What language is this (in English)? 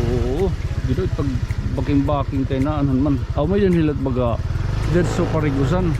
Waray